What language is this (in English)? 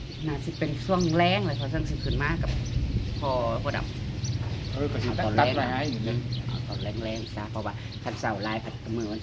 Northeastern Thai